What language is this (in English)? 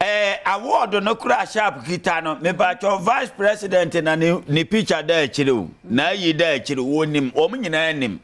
Akan